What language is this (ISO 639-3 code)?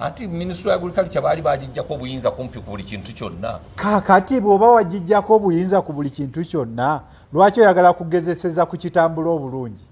lug